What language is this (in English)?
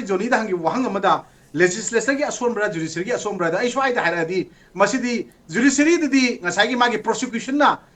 Manipuri